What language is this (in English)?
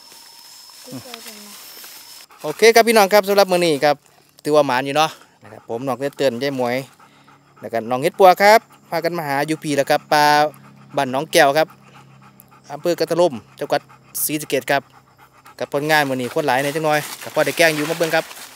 Northeastern Thai